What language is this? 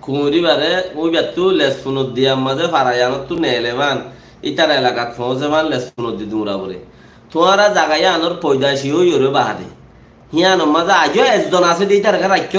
Rohingya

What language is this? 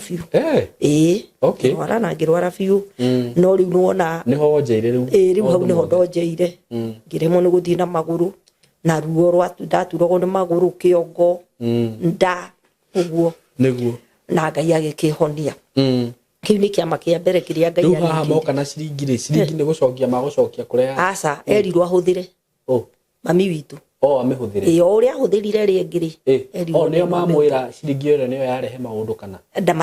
Kikuyu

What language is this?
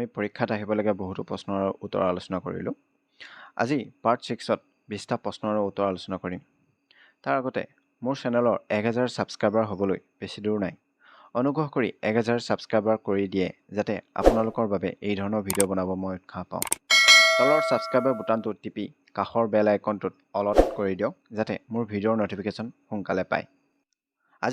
Assamese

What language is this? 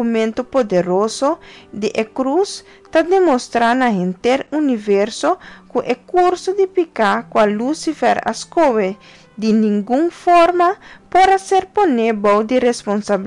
Papiamento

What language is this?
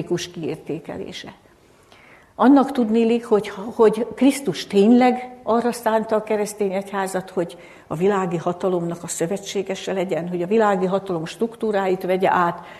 Hungarian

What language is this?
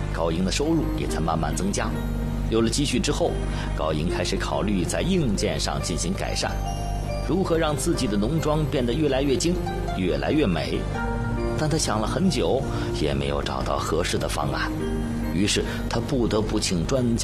Chinese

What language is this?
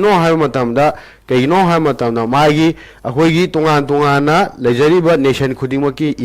Manipuri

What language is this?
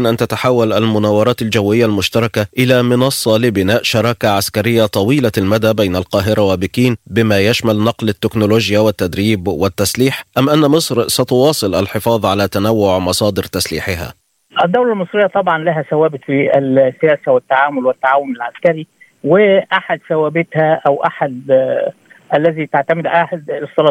Arabic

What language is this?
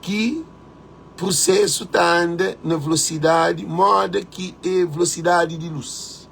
Kabuverdianu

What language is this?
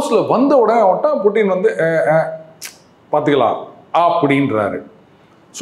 Tamil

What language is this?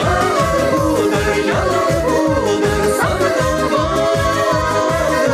Chuvash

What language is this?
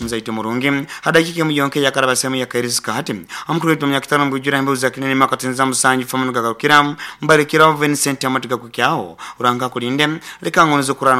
Nyoro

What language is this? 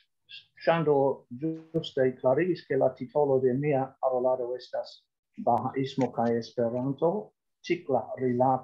Esperanto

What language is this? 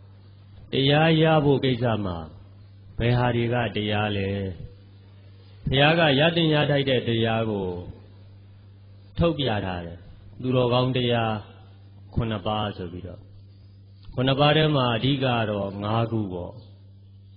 Burmese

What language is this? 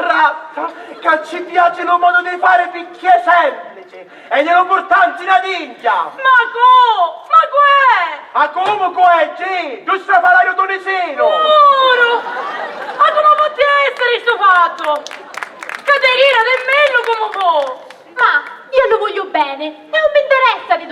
Sicilian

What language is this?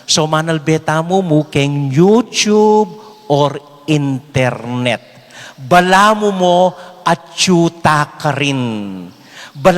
Pampanga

